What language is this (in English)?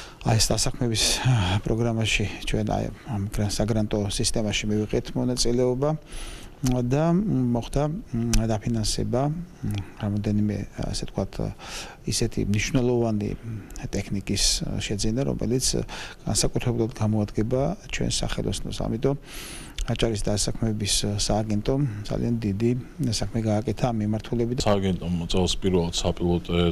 Georgian